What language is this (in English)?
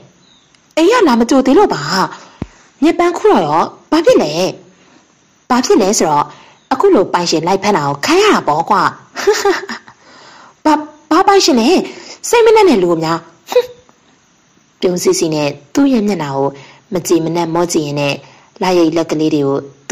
Burmese